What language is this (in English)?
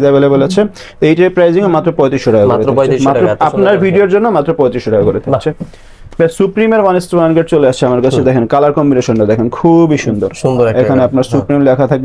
Bangla